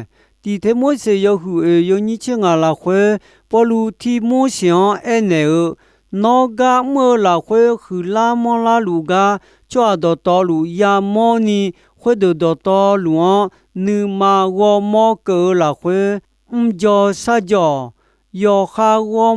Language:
Akha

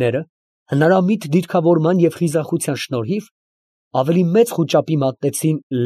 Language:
Armenian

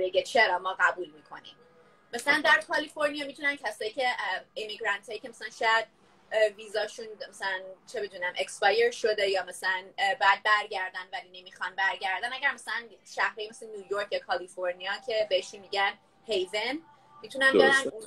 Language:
Persian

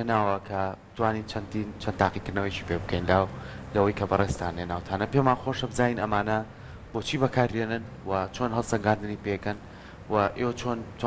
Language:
Central Kurdish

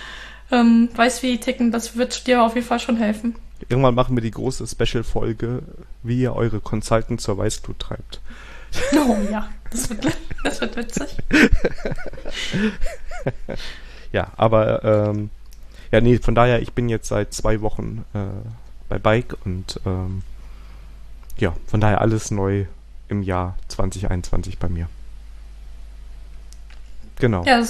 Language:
German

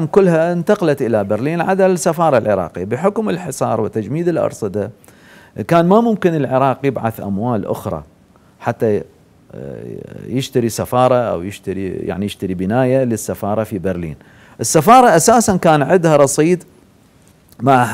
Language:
Mesopotamian Arabic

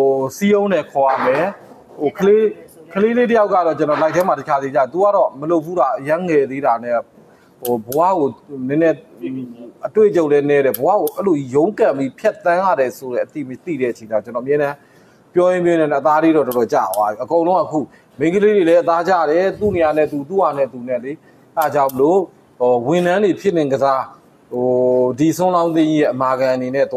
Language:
Burmese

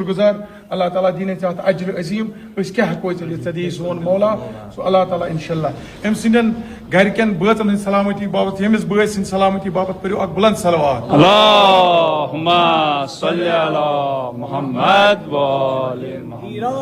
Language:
Kashmiri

